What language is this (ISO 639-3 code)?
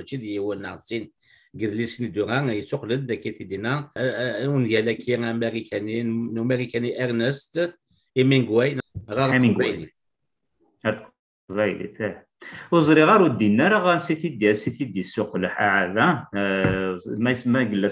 kab